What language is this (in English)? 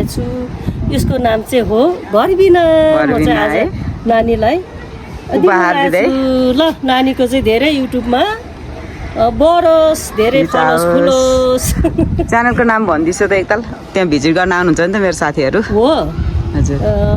Nepali